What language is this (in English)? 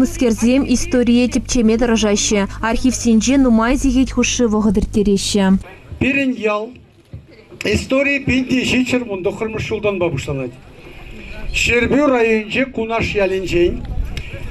Chuvash